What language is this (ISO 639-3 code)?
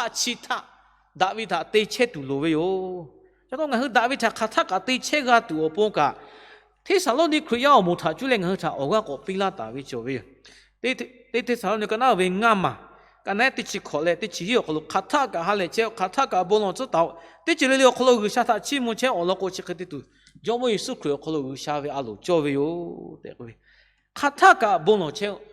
lhu